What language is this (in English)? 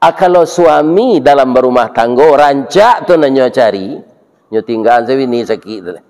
Minangkabau